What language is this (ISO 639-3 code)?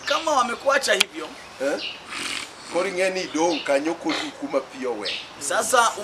luo